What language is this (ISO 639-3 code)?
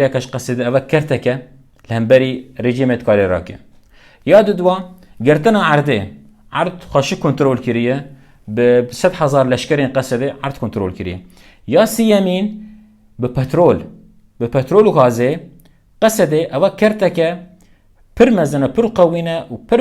kur